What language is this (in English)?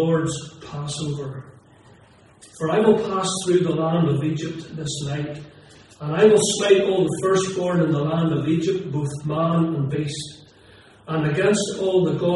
English